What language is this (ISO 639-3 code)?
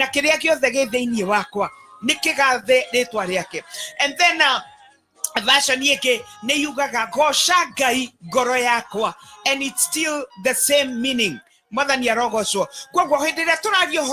kik